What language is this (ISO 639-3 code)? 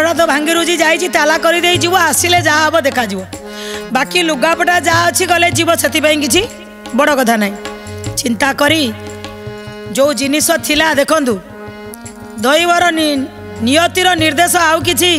ori